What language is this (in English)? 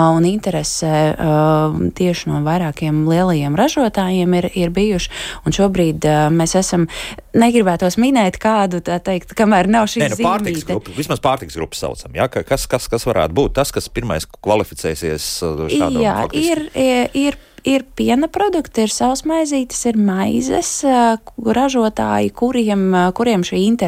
Latvian